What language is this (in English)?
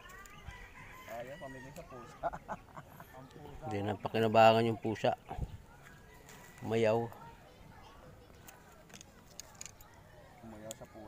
Filipino